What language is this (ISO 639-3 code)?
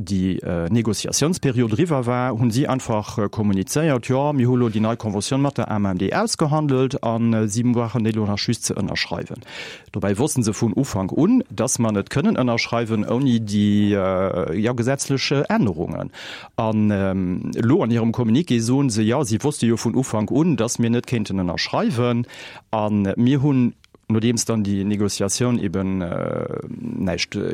ltz